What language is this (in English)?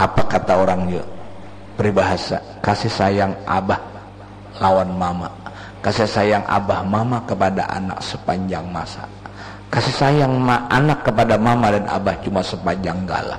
Banjar